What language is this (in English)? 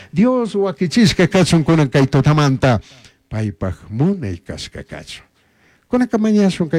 Chimborazo Highland Quichua